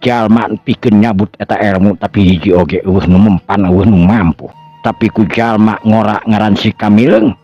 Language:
Sundanese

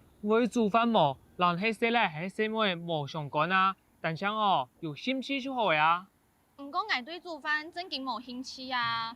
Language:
Hakka Chinese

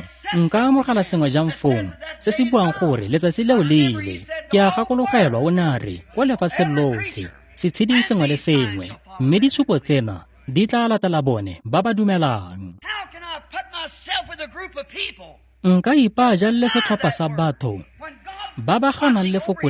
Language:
Tswana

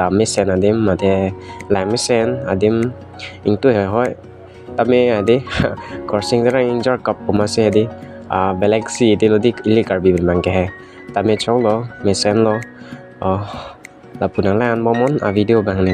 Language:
Karbi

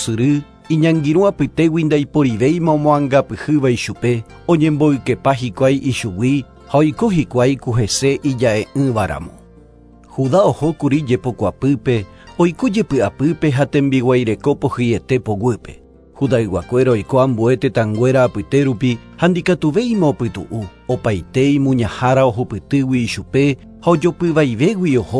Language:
Guarani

